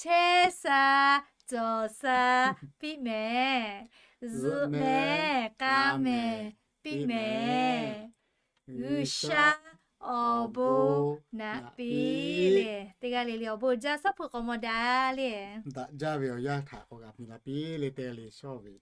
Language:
Lahu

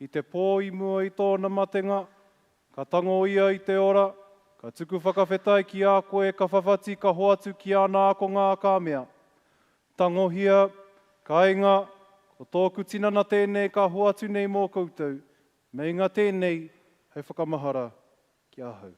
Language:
Māori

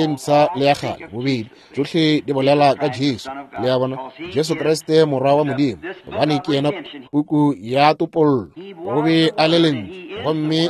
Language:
Northern Sotho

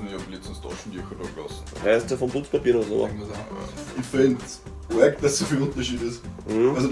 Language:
Bavarian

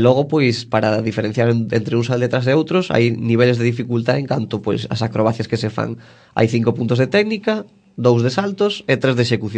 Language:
Galician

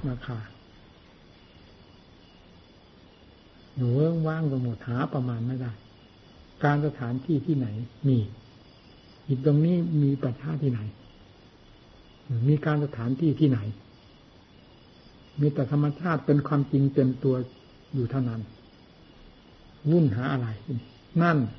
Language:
Thai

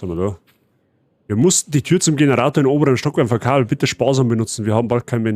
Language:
Bavarian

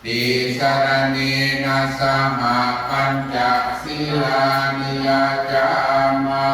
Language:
Pali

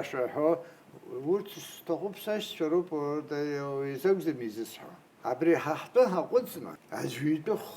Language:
Abkhazian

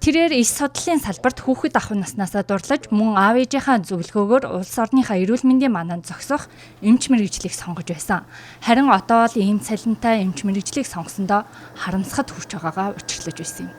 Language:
Mongolian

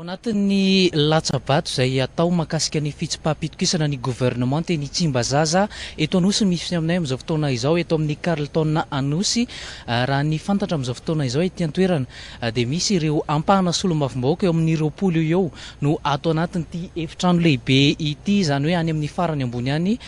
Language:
Malagasy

